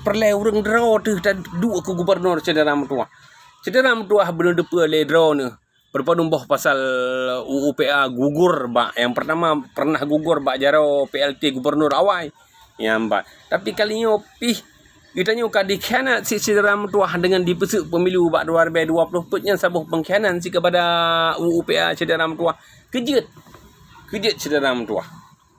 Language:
Achinese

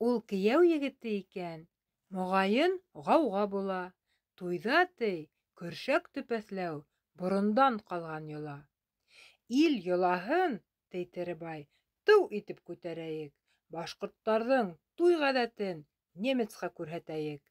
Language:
Bashkir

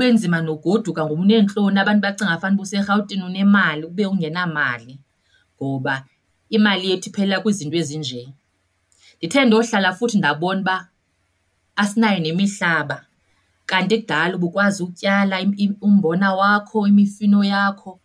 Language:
Xhosa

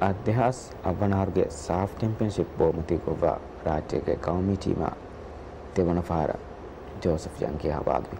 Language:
Divehi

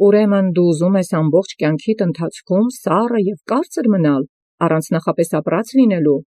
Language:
Armenian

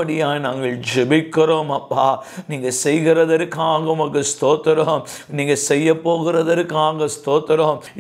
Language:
Tamil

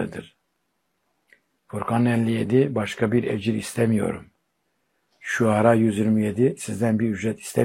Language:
Turkish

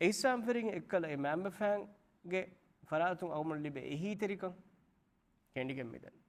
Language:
Divehi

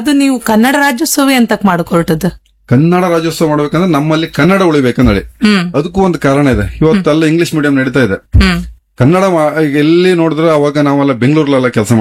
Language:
Kannada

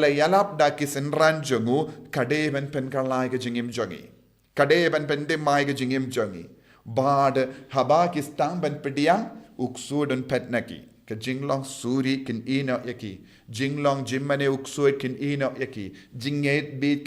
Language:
Khasi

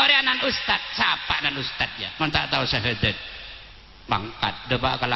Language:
Madurese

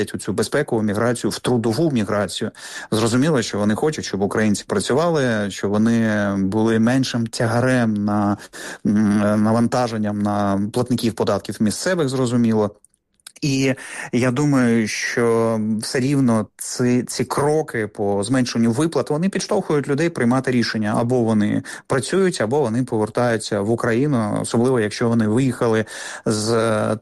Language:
Ukrainian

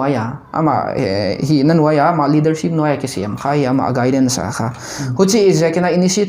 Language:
Paite Chin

